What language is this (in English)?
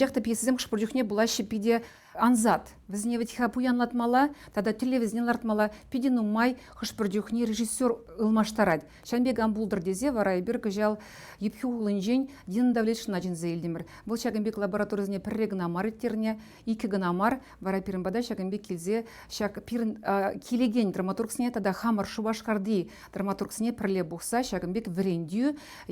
Chuvash